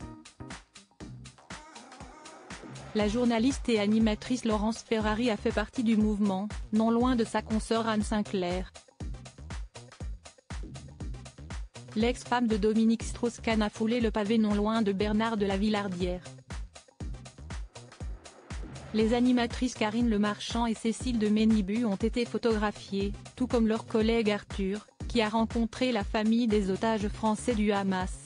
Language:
French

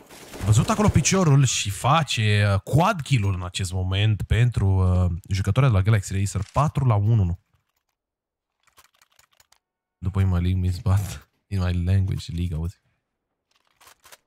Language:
Romanian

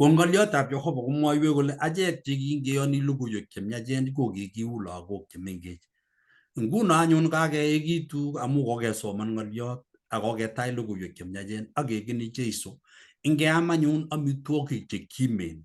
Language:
Kalenjin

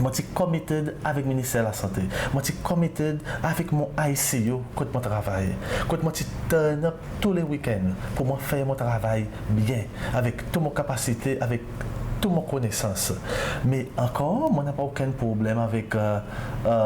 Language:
Seselwa Creole French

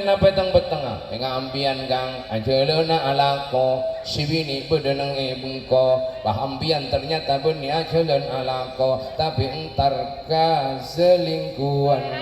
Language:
Madurese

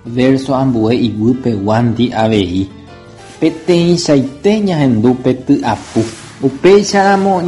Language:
Guarani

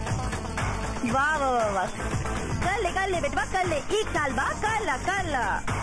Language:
Bhojpuri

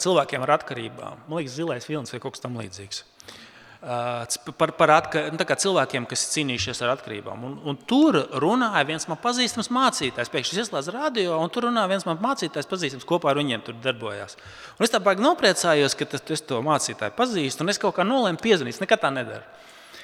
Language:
Latvian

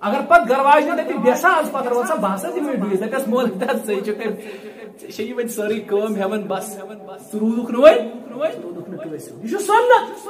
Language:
Kashmiri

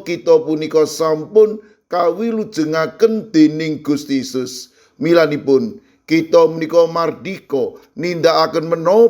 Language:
Javanese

